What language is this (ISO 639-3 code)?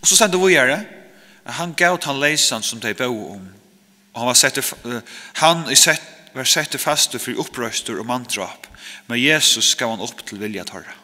fao